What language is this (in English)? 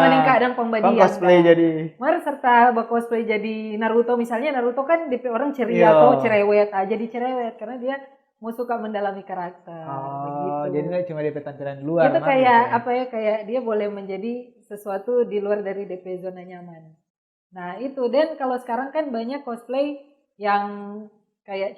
Manado Malay